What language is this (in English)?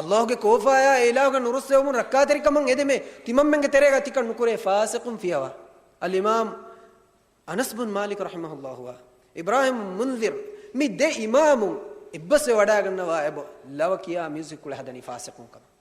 Divehi